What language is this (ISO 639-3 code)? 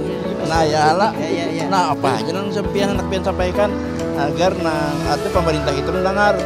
bjn